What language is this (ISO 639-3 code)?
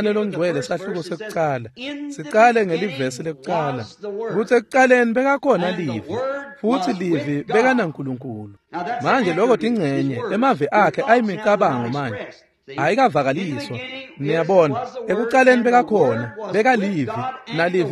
ssw